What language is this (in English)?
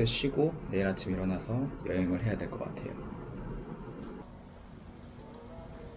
Korean